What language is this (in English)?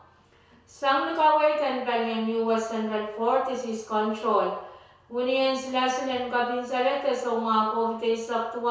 Pohnpeian